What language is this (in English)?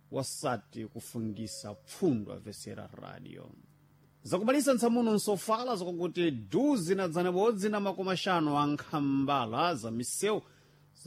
Sena